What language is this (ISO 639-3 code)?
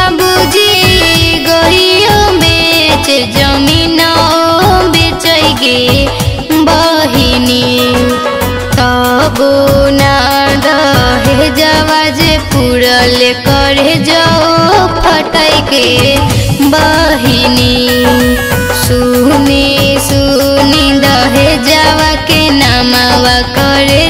bho